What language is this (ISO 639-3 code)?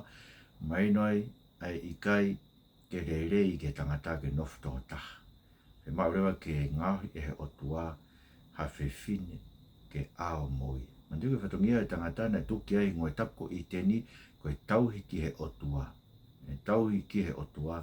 ton